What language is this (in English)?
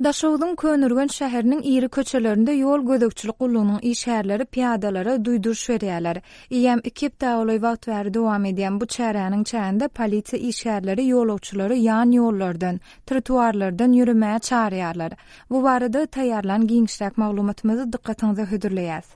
Turkmen